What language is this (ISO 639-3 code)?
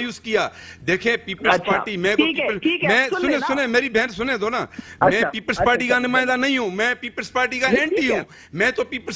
urd